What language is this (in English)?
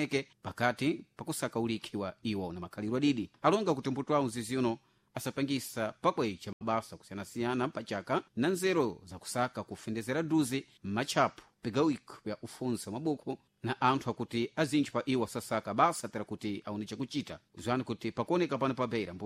Sena